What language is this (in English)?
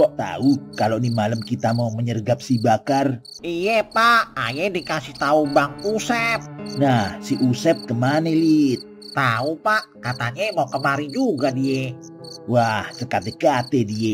Betawi